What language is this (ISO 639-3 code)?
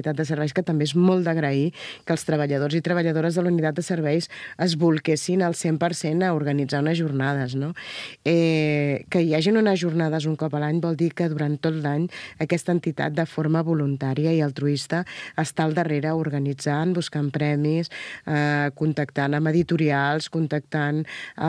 cat